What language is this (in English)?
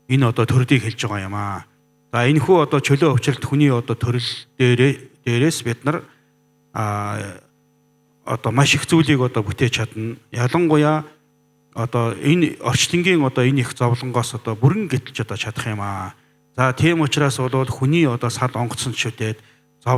Mongolian